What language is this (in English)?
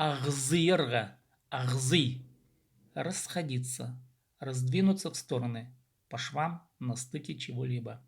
Khakas